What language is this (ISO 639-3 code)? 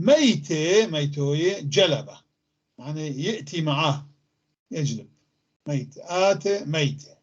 apc